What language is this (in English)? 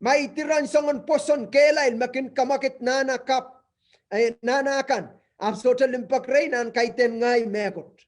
Pohnpeian